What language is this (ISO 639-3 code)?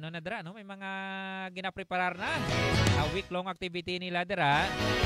hil